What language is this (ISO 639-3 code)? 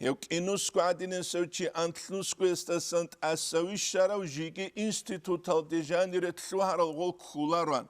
ava